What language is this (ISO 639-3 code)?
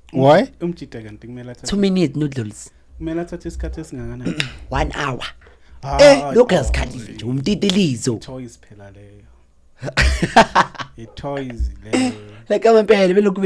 zul